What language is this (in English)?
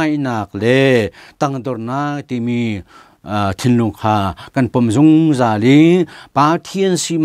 Hakha Chin